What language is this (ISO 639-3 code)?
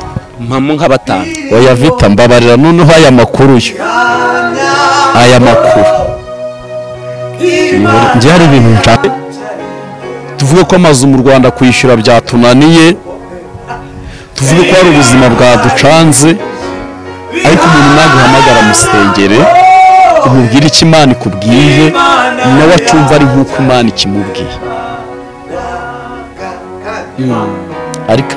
kin